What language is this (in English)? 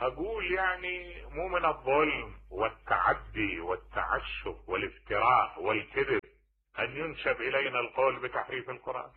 Mesopotamian Arabic